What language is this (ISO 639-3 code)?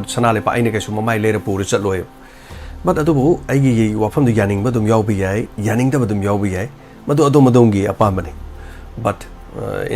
mni